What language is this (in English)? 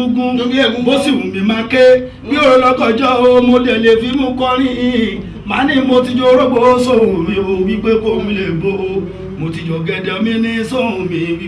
Yoruba